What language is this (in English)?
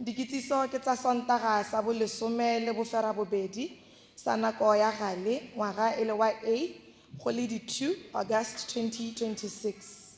Tswana